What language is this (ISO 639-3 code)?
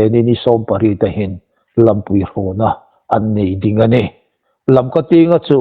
hmr